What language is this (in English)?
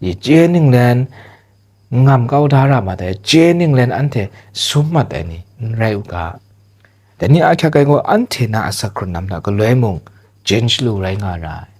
Kachin